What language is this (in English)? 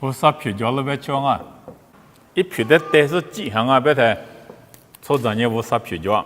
Lisu